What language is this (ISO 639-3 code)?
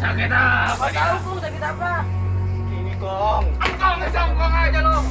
bew